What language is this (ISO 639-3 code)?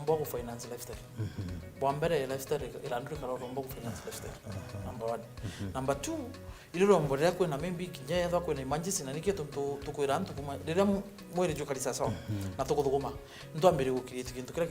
mer